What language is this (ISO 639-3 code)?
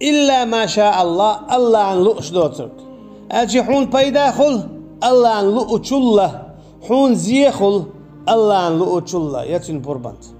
che